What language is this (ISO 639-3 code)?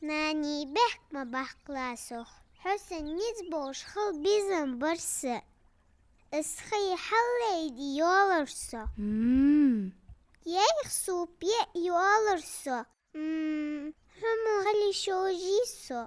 inh